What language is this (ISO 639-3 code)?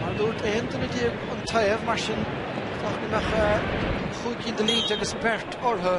gle